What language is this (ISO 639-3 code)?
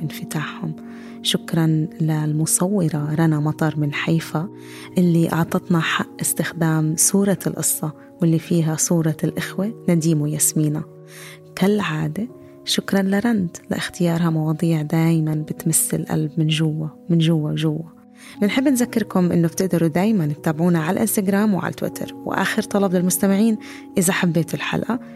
apc